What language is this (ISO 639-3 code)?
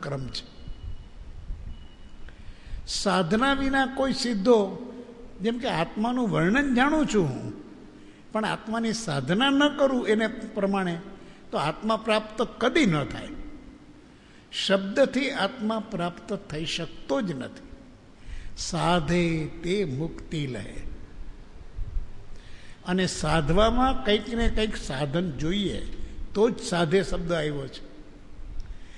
guj